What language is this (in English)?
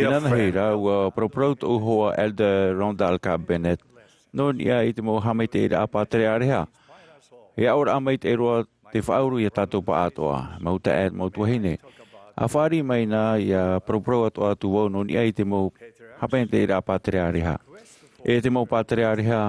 Tahitian